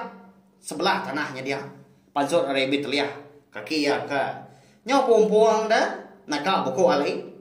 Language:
Iban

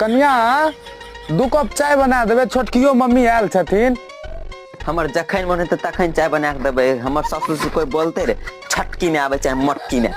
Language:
Maithili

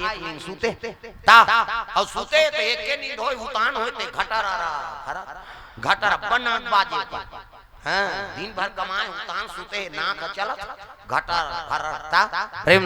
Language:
Chhattisgarhi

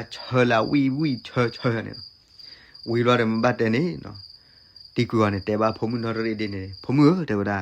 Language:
S'gaw Karen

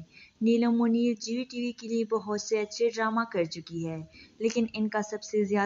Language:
Urdu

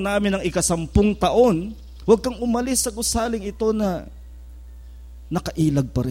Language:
Filipino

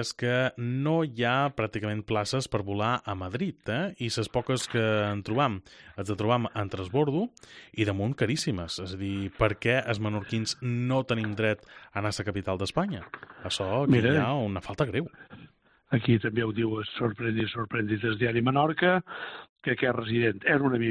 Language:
Catalan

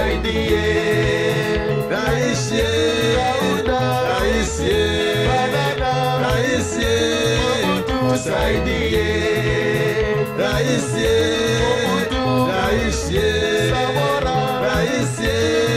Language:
Swahili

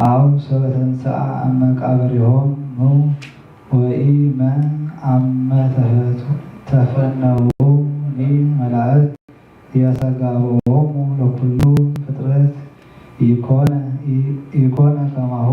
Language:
Geez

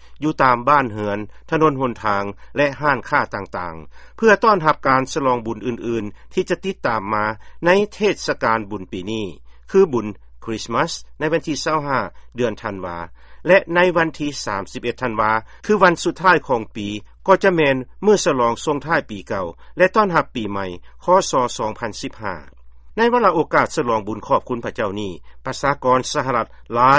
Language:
Lao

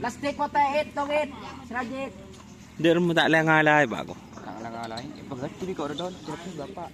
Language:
Madurese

